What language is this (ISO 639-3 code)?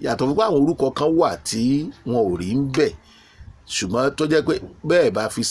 yor